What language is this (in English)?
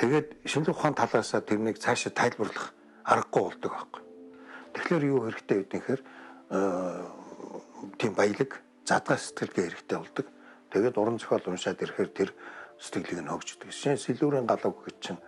Mongolian